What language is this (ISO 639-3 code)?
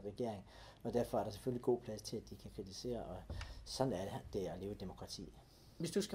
dan